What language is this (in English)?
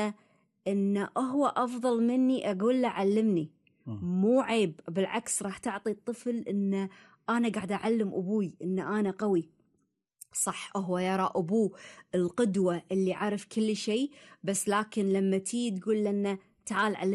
Gulf Arabic